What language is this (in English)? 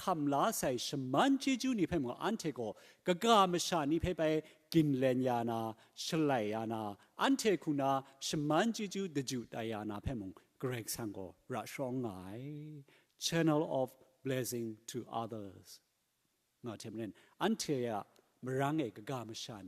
Kachin